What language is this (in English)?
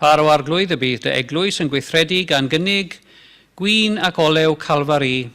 Welsh